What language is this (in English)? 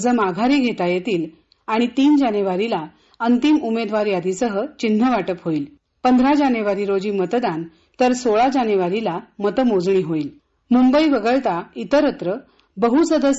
Marathi